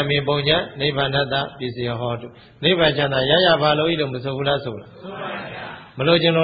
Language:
Burmese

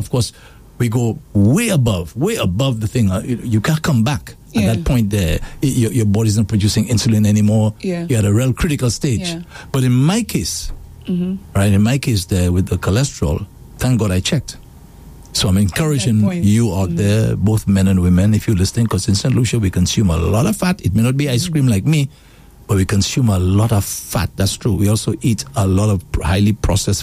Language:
English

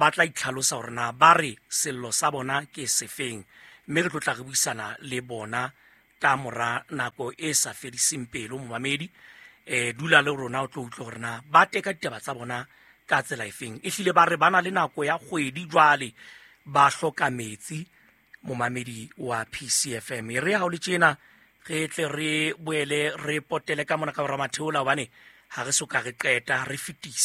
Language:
Southern Sotho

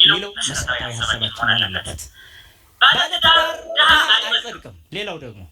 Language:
Amharic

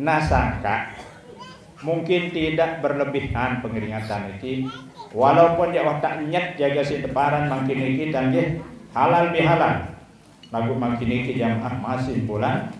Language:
Sasak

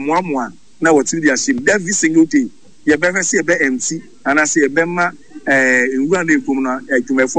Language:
Akan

